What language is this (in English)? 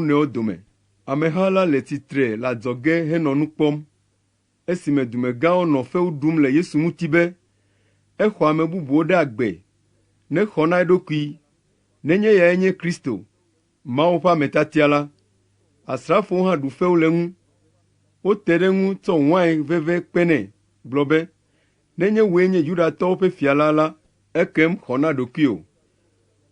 Ewe